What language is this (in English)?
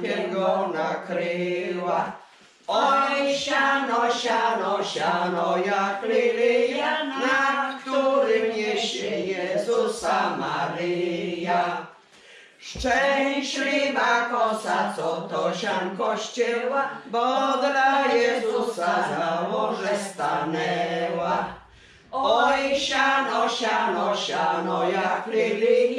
Polish